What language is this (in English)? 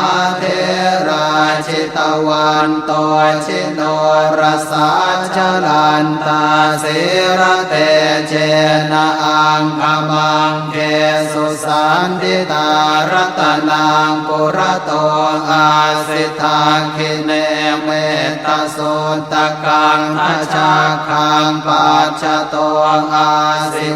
Pali